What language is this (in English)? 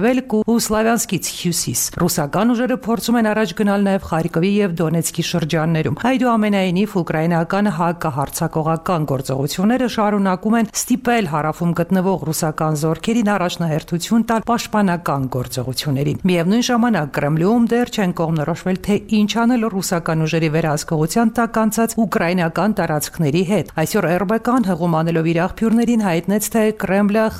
Armenian